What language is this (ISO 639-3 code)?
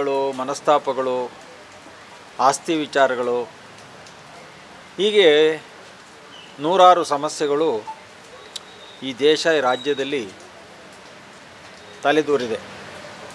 kan